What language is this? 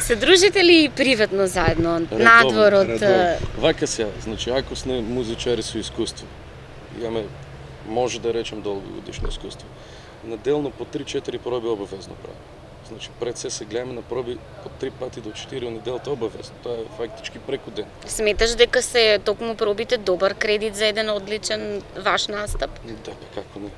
Macedonian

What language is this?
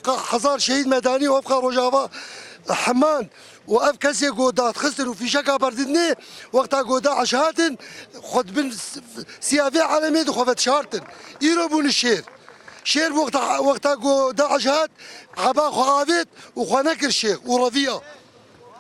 Kurdish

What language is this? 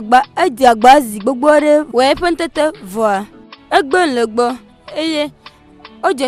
Ewe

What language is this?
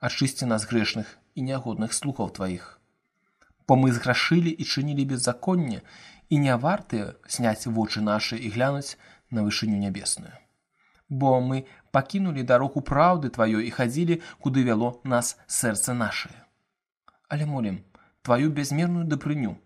Belarusian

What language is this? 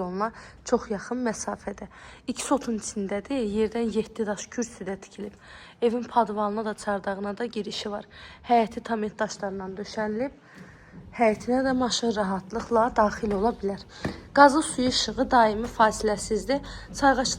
Azerbaijani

